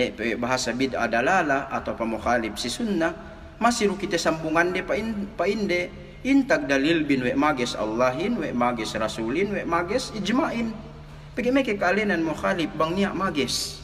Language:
Yakan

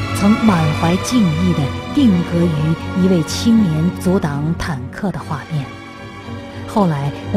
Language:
Chinese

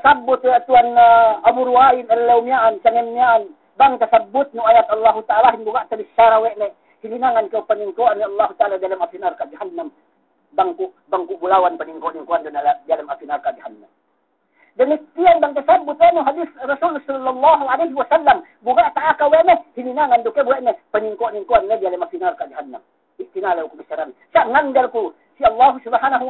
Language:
Yakan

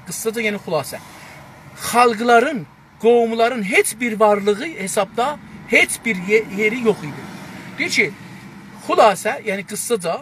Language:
South Azerbaijani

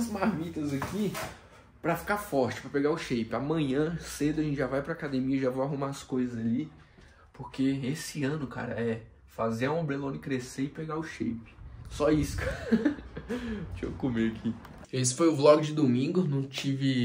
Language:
Portuguese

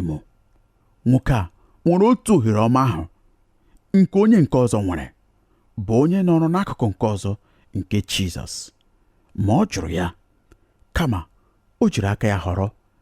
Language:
Igbo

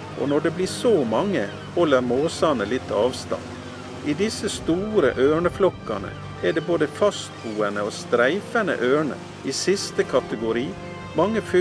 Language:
Norwegian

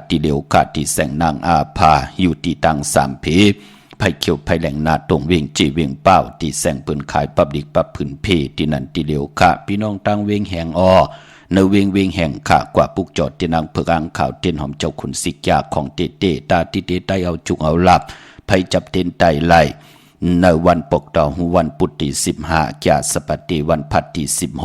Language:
Shan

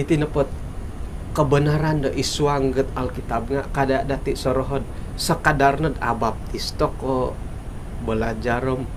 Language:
Central Dusun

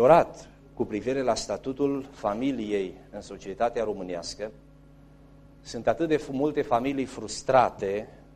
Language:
Romanian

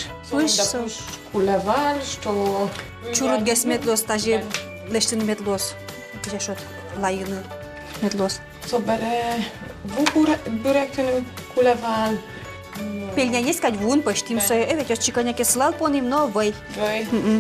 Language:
Udmurt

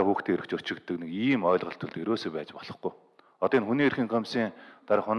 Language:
Mongolian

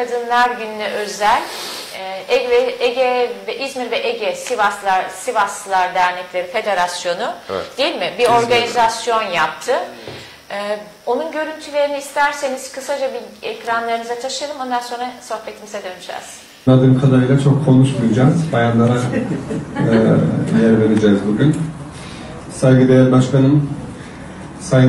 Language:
Turkish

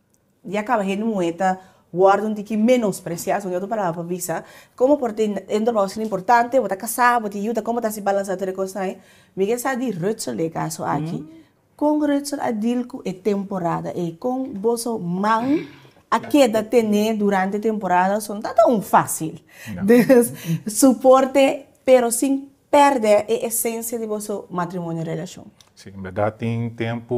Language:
Papiamento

